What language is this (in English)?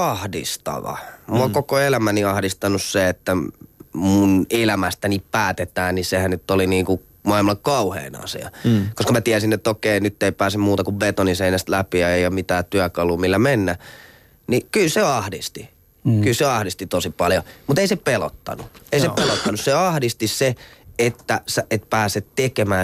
Finnish